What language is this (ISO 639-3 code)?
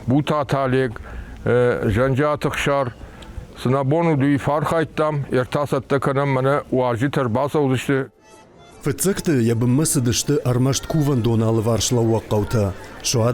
oss